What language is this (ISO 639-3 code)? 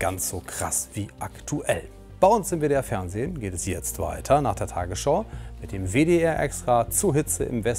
deu